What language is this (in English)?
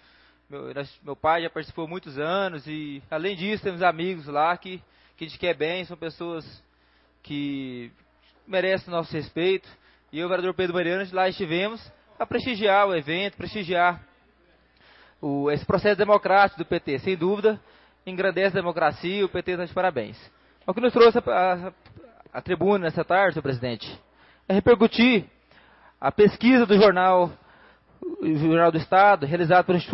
Portuguese